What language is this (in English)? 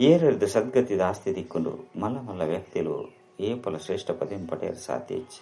Tulu